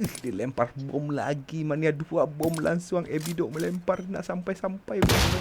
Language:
Minangkabau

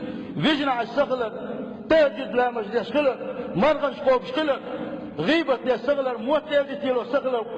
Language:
Chechen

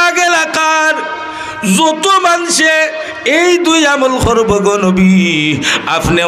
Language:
Sylheti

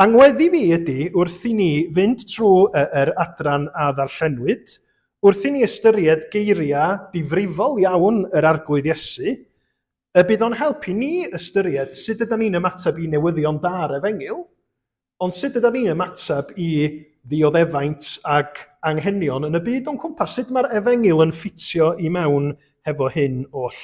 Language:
Welsh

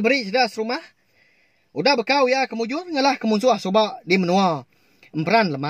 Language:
Iban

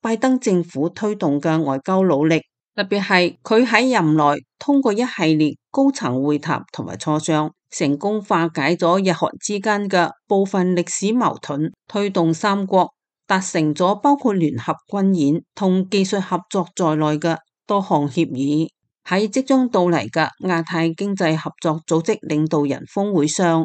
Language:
Cantonese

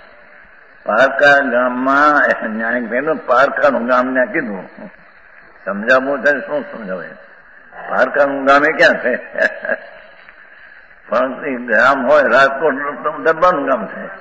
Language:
Gujarati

